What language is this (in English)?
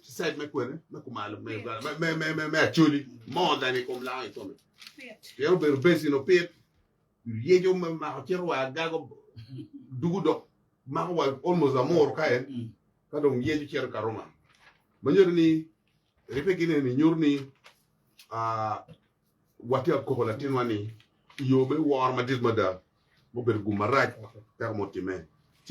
Acoli